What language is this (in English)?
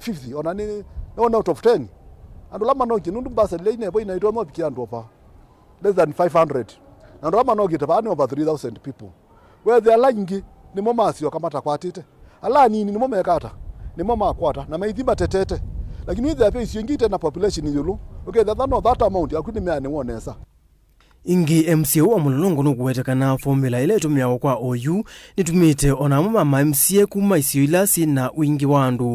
Kamba